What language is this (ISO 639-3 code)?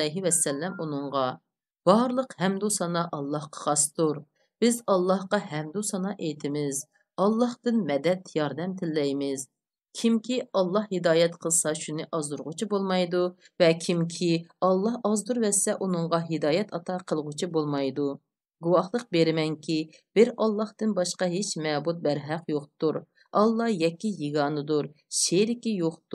uig